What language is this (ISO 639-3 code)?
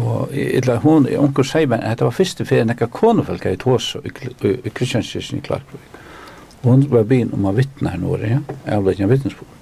fao